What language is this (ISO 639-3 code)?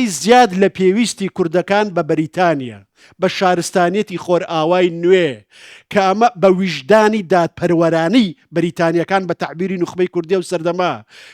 ckb